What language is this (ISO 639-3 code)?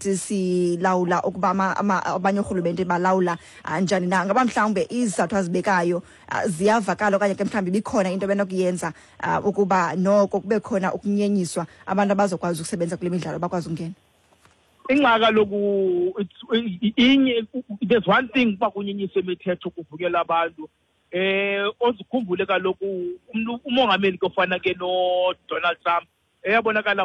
xho